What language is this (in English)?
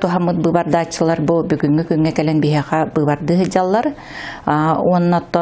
Yakut